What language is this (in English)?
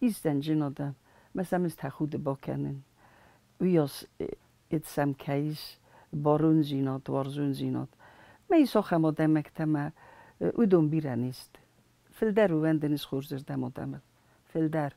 Ossetic